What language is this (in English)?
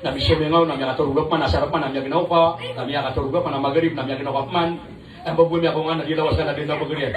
Maranao